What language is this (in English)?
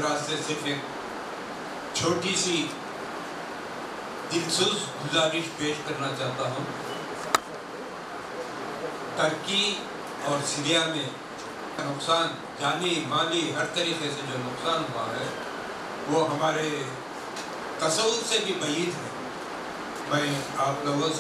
Urdu